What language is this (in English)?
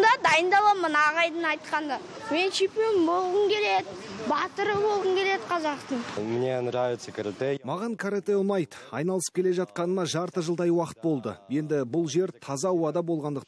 Kazakh